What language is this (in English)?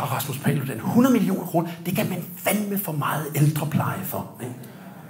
Danish